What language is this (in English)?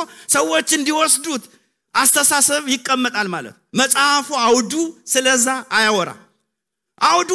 Amharic